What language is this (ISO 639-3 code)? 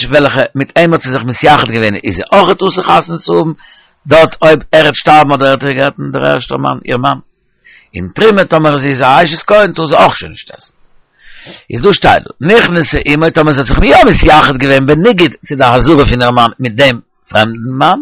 yid